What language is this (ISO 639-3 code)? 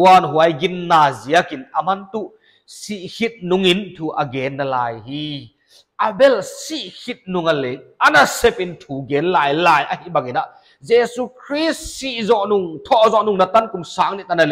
pck